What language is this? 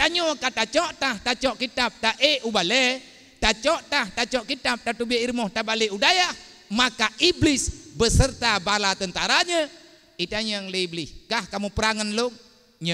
Achinese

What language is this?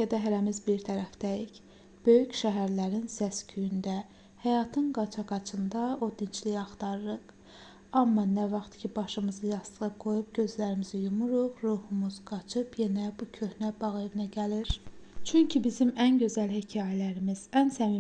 Azerbaijani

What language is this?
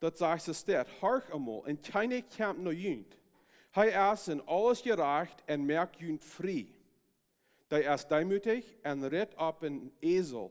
Plautdietsch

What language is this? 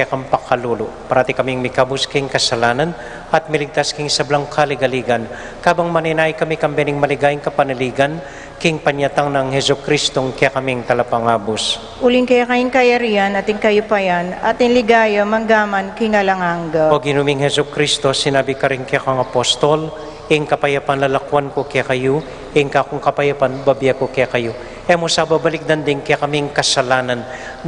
Pampanga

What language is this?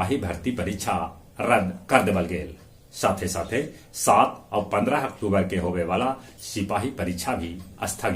Magahi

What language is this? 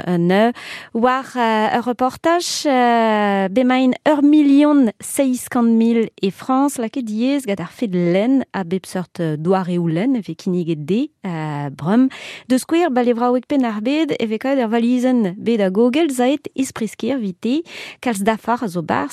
Breton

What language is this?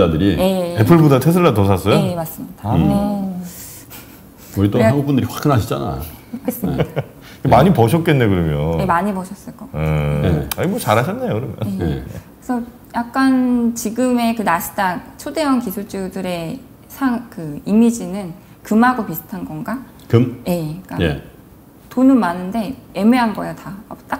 Korean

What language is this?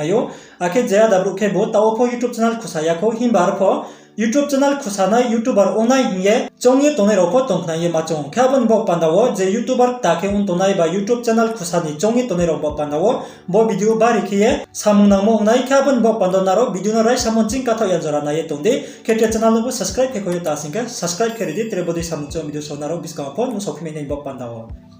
Riang (India)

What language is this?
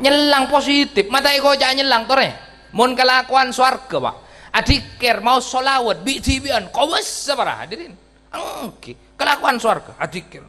Madurese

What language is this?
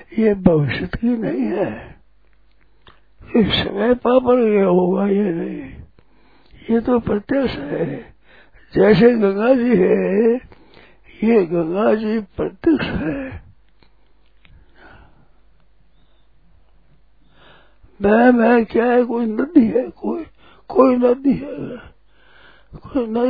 Hindi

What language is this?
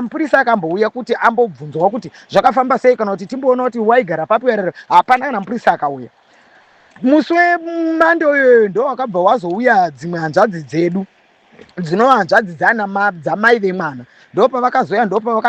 Shona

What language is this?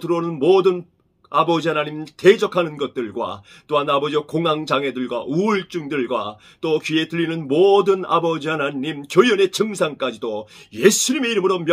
Korean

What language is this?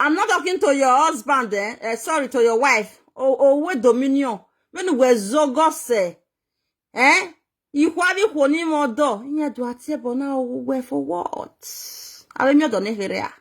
Nigerian Pidgin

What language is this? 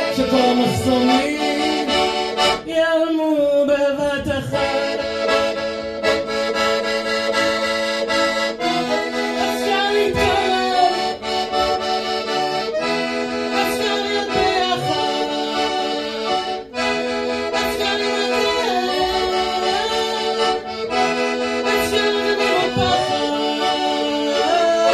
Hebrew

